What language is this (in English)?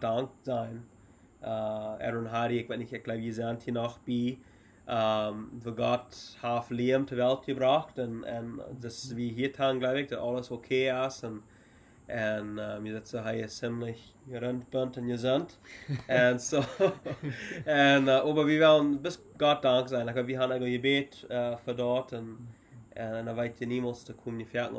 Plautdietsch